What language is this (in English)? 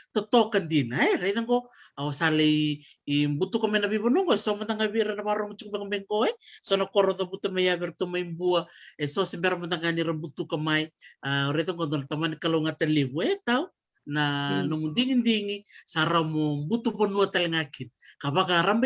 Fijian